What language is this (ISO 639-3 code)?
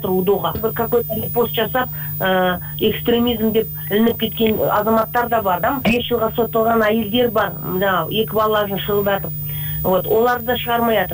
kir